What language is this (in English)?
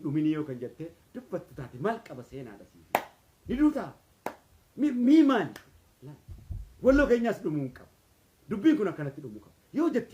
Oromo